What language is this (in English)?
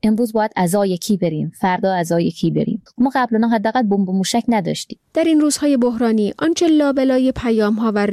Persian